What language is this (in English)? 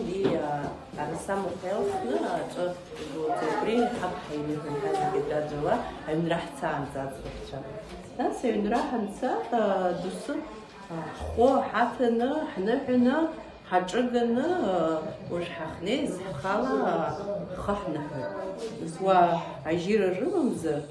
Abkhazian